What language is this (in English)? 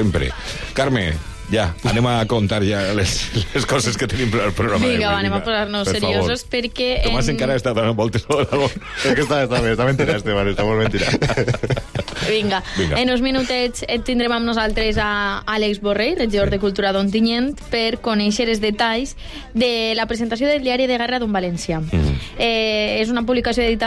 Catalan